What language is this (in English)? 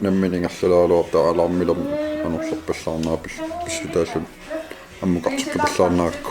Kalaallisut